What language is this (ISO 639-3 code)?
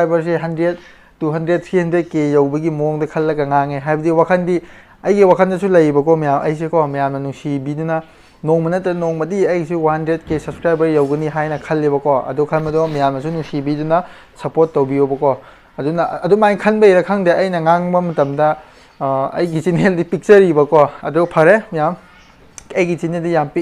mni